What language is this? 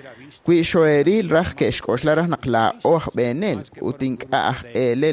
Kekchí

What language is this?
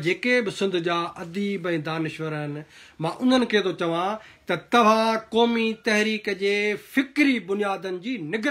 Sindhi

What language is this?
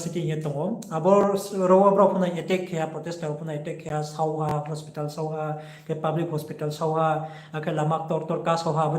Riang (India)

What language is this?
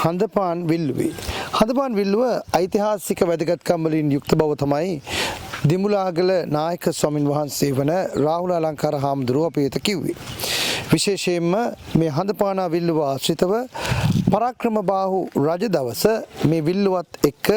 Sinhala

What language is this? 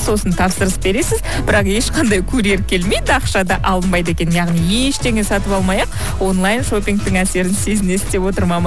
Kazakh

